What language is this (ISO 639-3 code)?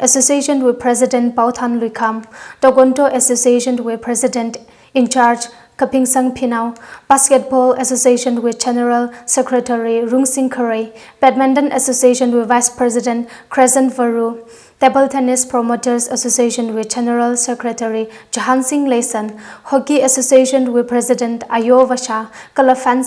nmf